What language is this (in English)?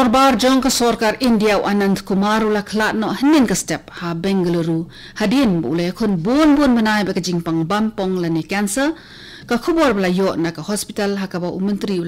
Khasi